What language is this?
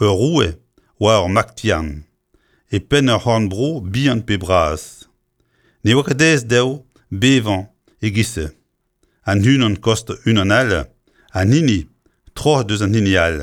Breton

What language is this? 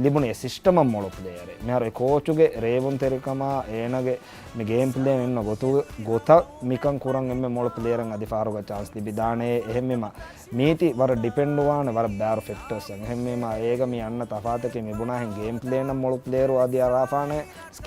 Divehi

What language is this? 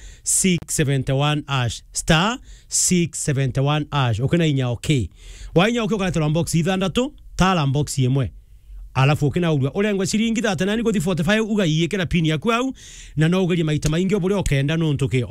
Meru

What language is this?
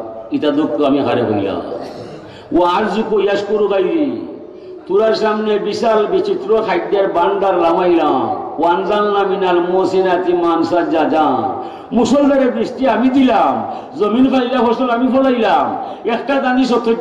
Sylheti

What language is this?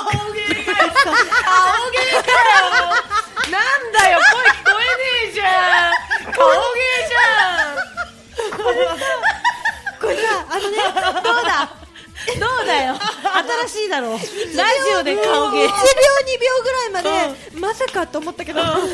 Japanese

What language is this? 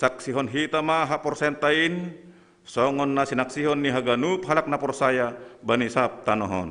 Batak Simalungun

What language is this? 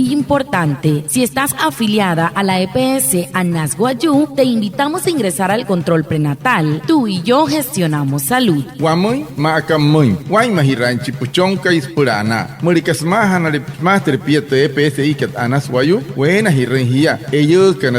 Wayuu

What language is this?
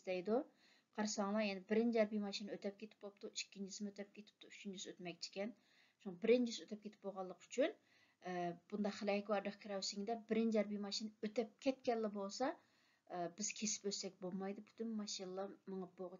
Uyghur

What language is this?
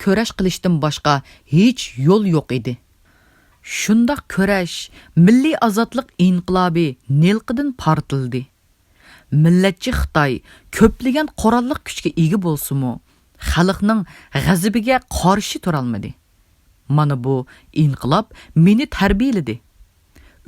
Uyghur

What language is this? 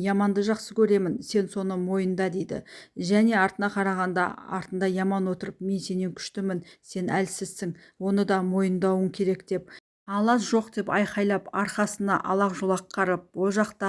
Kazakh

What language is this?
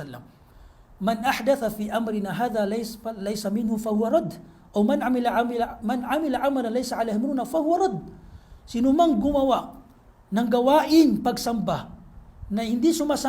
Maranao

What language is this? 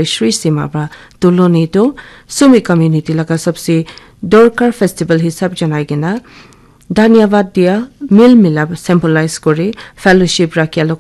Naga Pidgin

